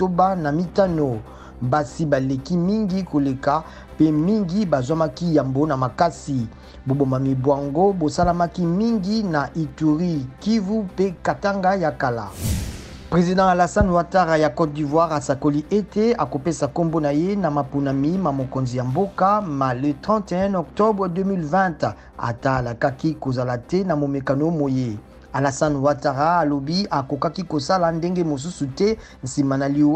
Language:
Lingala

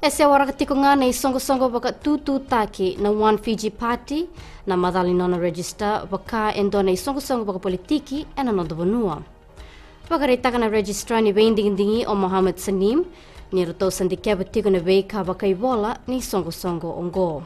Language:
Fijian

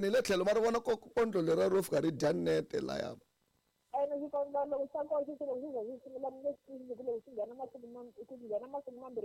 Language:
Tsonga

